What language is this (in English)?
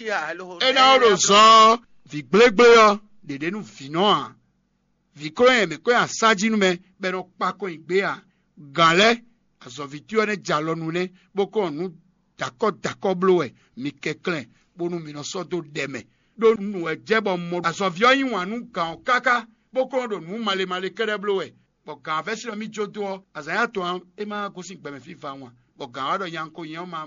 Fon